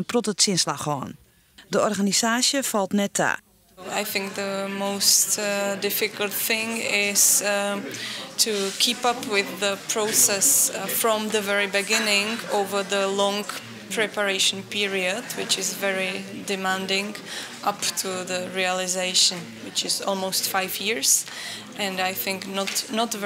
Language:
Western Frisian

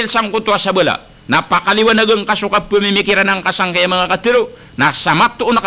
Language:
Maranao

